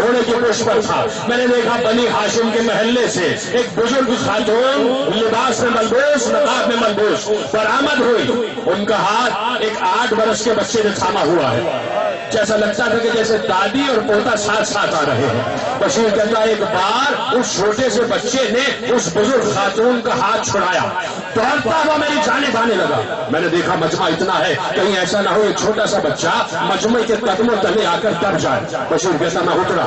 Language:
Urdu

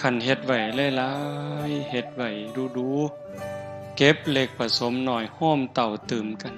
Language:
Northeastern Thai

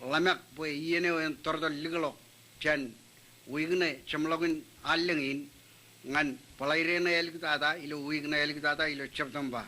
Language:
Marshallese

